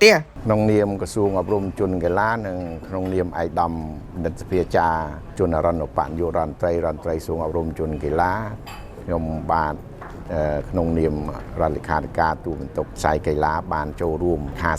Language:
Khmer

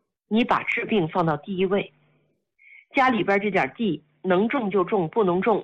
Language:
Chinese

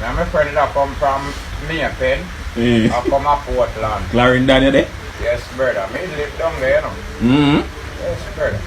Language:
Jamaican Creole English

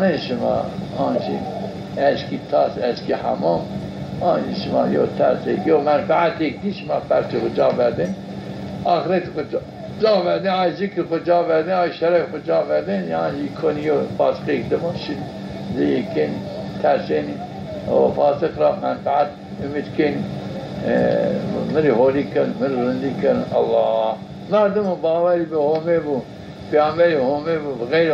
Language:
Zaza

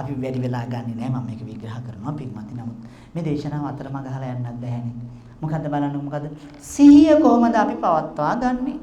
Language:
Sinhala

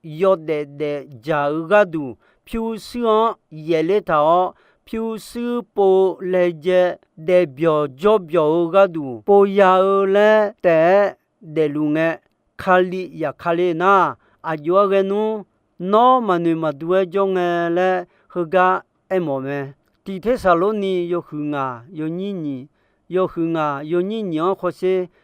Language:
Akha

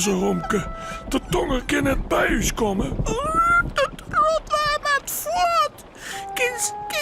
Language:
Western Frisian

